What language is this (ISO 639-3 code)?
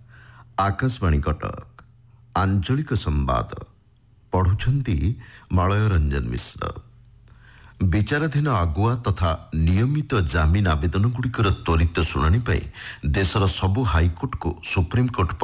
ori